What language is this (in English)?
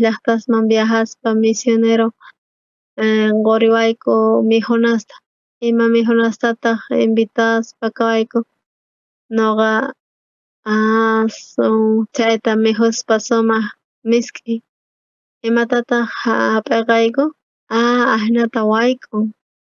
South Bolivian Quechua